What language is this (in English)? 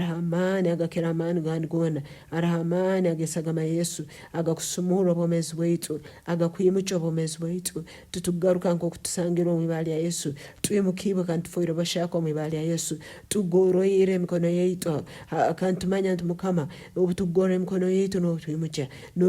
Nyankole